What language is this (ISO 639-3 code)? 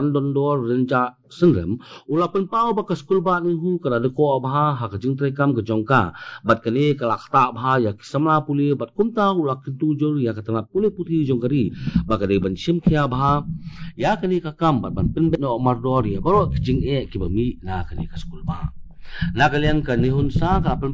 kha